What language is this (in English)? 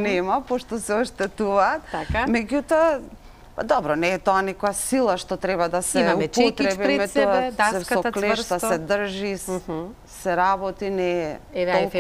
Macedonian